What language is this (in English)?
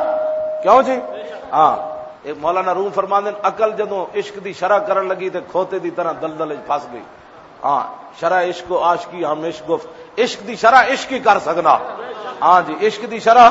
Western Panjabi